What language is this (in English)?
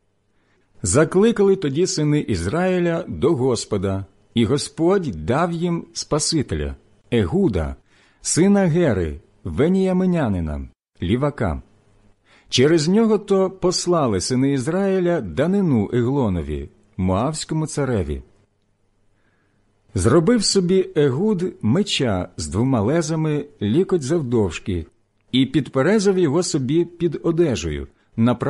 Ukrainian